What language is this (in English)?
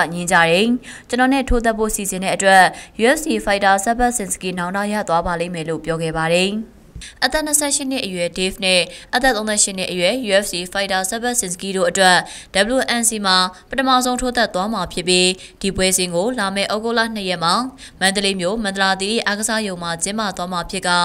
Burmese